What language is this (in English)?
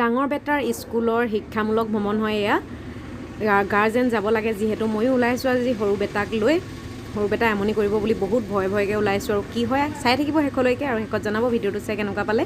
Assamese